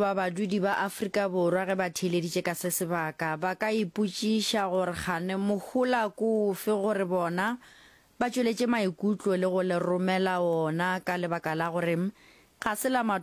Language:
Northern Sotho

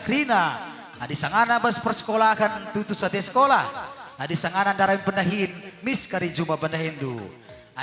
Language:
Batak Karo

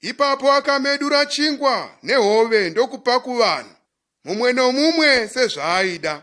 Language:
Shona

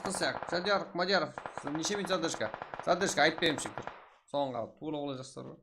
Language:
Kara-Kalpak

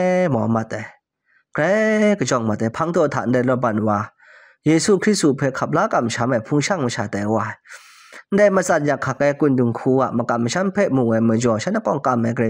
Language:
Kachin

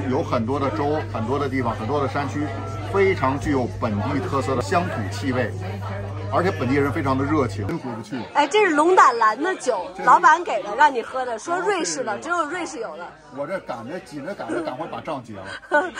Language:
Chinese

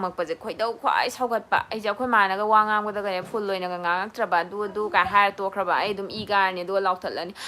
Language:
Manipuri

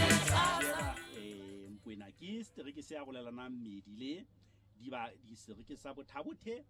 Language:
Southern Sotho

